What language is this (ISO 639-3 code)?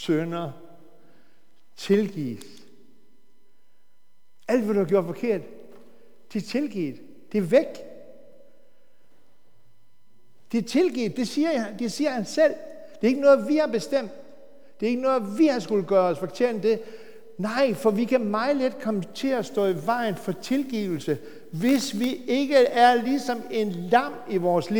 dan